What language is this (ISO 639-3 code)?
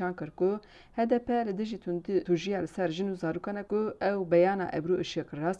kur